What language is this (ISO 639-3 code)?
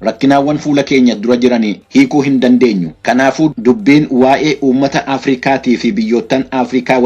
orm